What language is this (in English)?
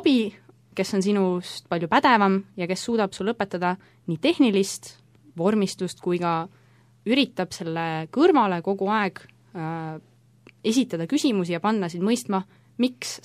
Estonian